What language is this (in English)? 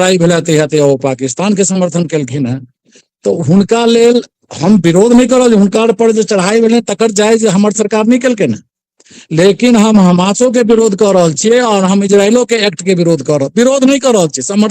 Maithili